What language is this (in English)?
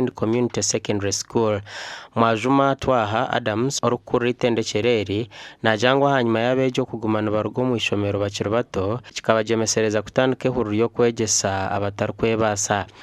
Nyankole